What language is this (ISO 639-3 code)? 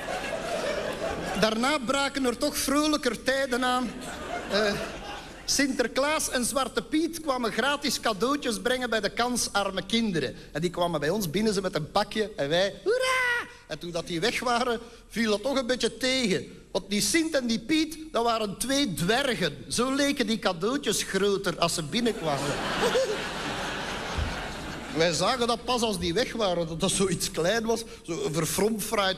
nld